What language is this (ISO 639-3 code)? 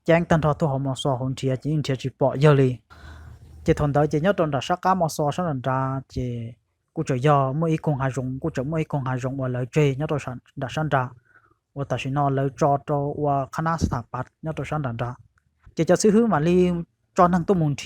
hmn